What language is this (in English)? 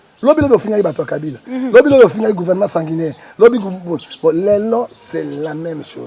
Lingala